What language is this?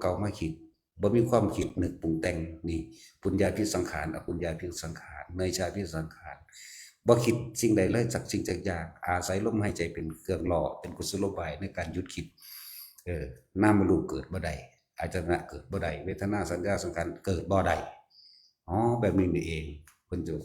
Northeastern Thai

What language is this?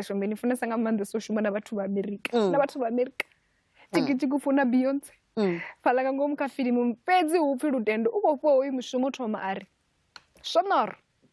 Venda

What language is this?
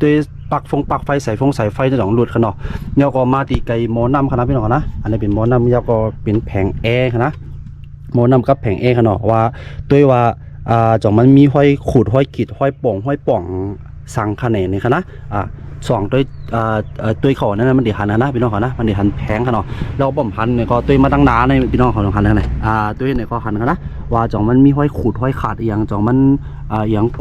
Shan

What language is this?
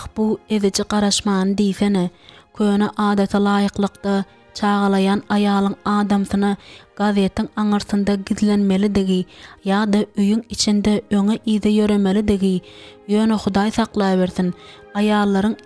Turkmen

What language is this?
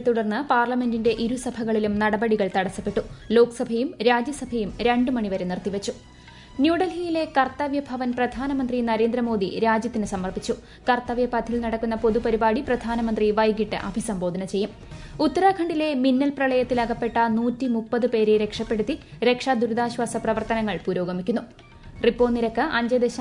Malayalam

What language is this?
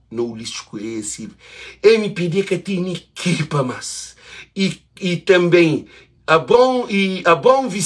Kabuverdianu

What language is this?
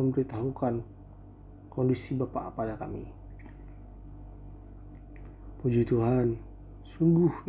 Indonesian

